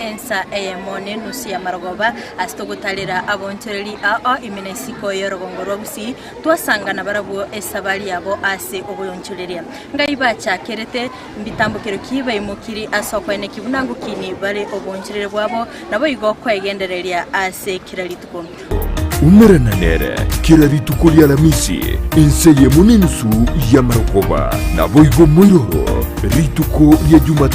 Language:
Gusii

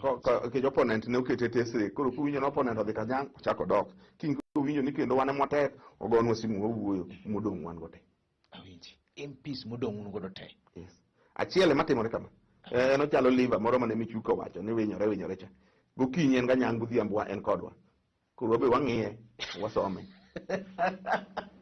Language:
Luo (Kenya and Tanzania)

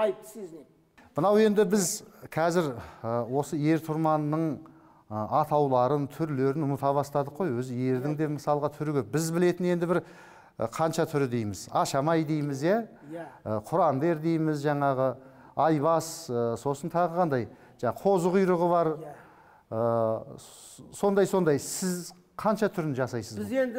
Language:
Kazakh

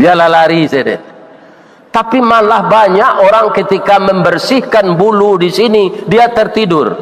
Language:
Minangkabau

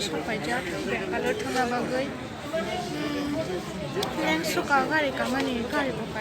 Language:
Kok Borok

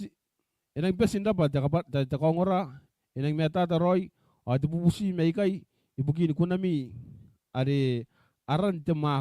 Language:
Gilbertese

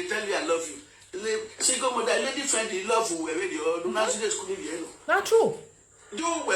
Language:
Nigerian Pidgin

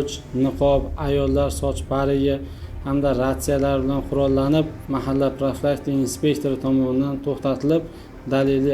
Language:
Uzbek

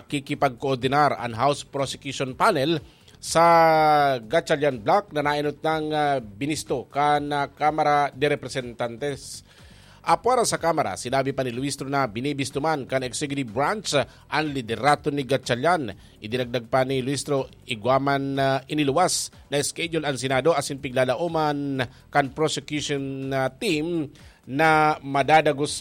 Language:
Bikol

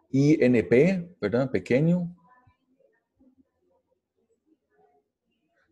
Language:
Spanish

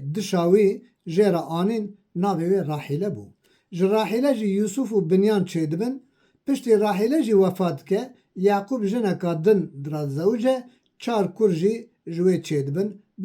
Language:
Kurdish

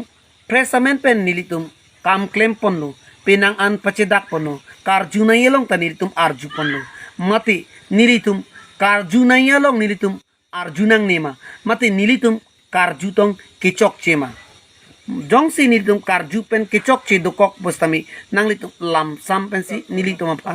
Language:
Karbi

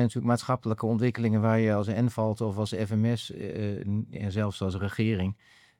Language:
Dutch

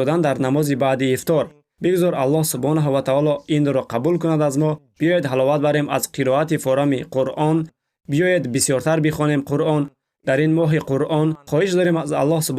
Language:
Tajik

